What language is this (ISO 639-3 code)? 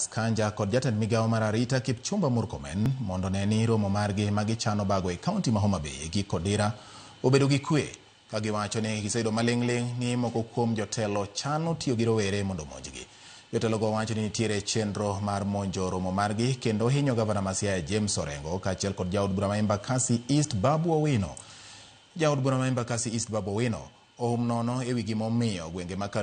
luo